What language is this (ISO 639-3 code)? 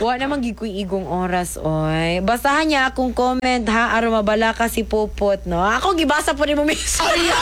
ceb